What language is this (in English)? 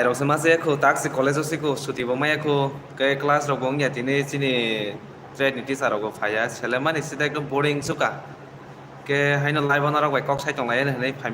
Kok Borok